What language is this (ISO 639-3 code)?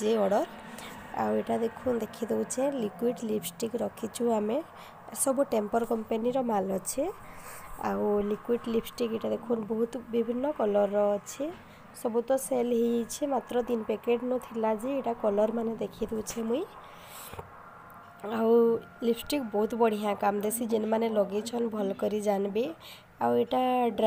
spv